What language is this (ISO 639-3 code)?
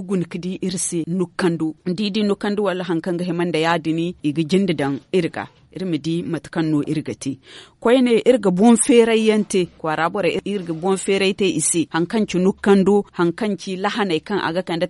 dje